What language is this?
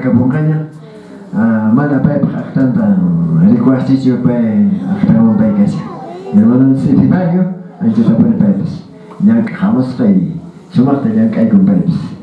Quechua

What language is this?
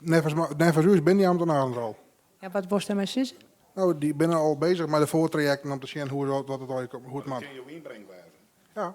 Western Frisian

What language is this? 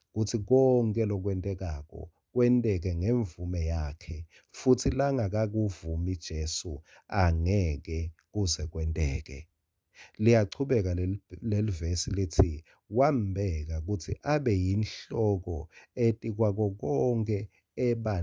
Swati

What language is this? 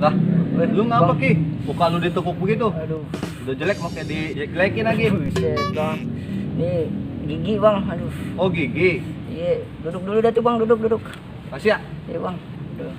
Betawi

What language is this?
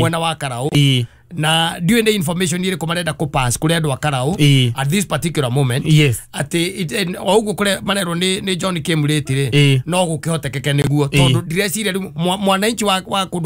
Kikuyu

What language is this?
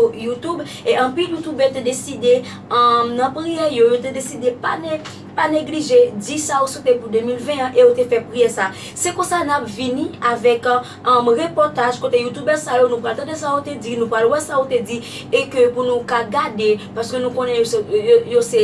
Haitian Creole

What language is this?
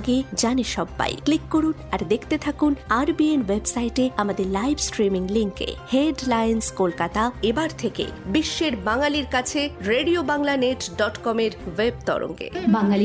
Bangla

